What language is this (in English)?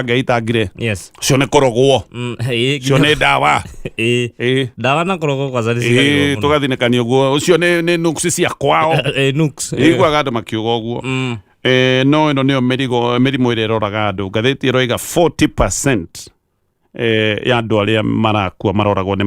Kikuyu